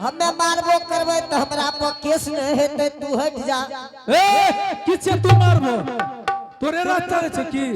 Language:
Angika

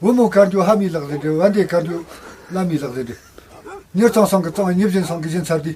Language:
Tibetan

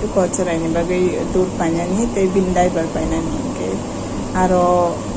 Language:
Kok Borok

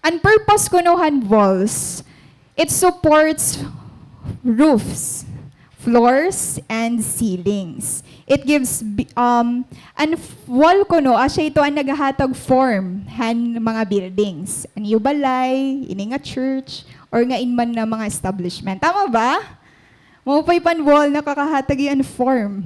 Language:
Waray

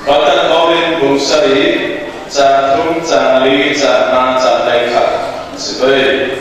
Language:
Falam Chin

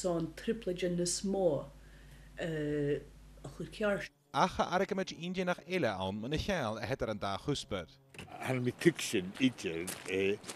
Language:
Scottish Gaelic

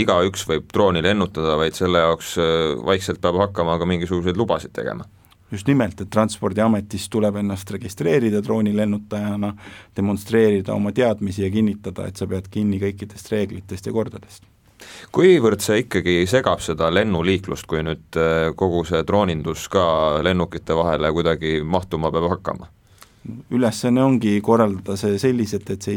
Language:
Estonian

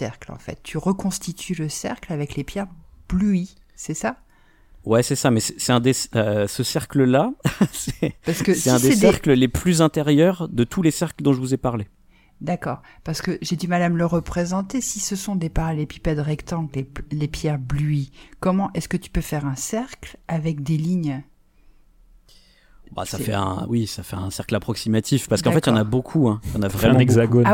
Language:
French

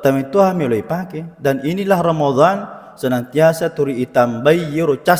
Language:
Buginese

